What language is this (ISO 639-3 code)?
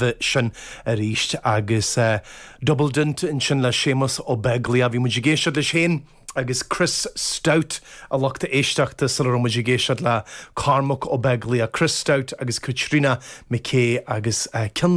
gle